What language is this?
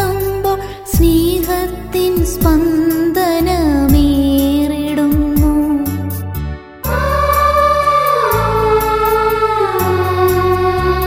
Malayalam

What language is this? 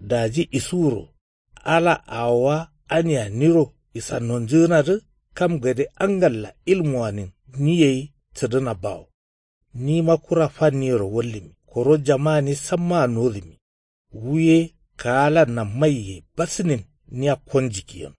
Kanuri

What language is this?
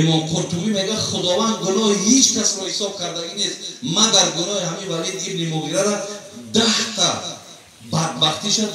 Tajik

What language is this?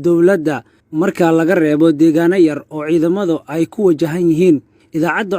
Somali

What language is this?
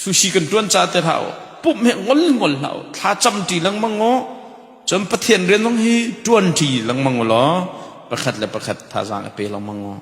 Hakha Chin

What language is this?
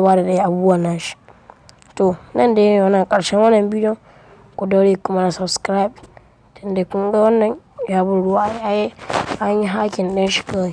Hausa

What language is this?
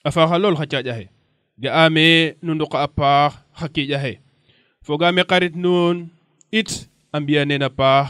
Serer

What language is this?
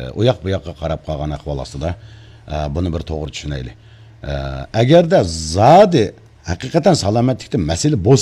Uyghur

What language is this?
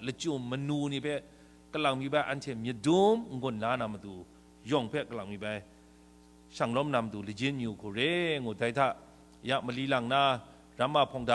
Kachin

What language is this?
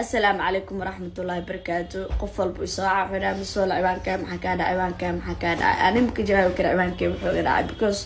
Somali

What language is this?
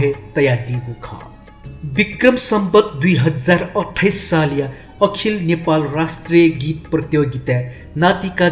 Newari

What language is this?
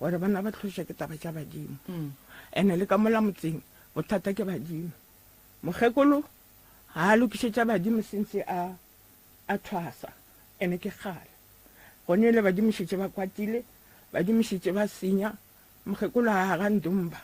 Northern Sotho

